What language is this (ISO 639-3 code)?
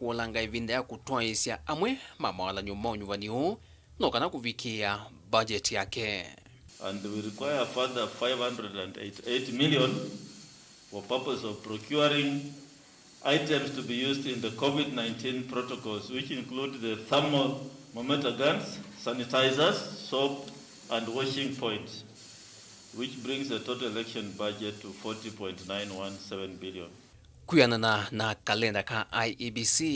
kam